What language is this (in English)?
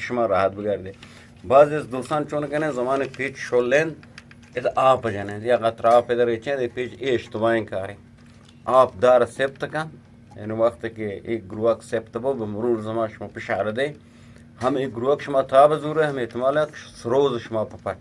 Eastern Balochi